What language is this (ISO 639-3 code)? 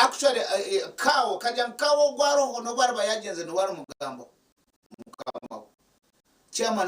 nyn